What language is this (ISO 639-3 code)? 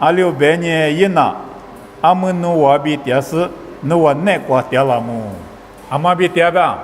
lis